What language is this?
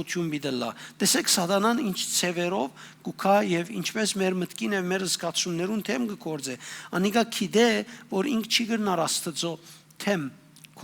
Western Armenian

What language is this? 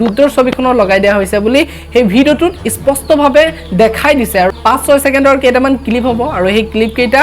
Assamese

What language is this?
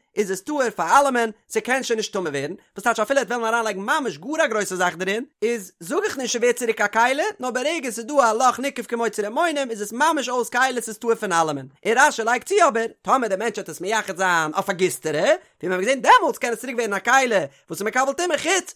Yiddish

